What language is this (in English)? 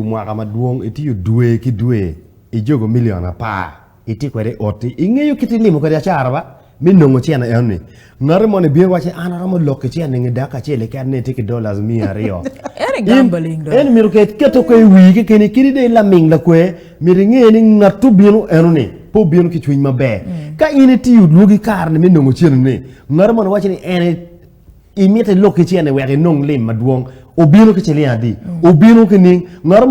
Acoli